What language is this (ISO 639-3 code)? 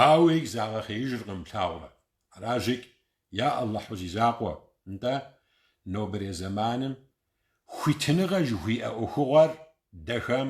kbd